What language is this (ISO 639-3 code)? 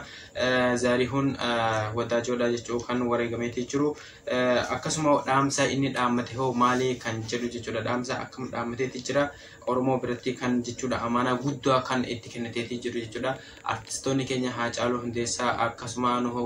orm